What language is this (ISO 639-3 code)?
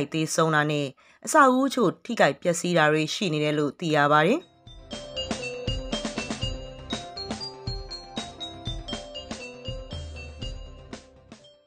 mya